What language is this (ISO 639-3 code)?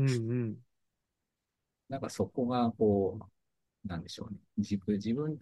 jpn